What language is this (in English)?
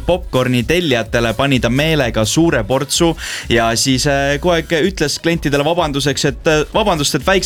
Estonian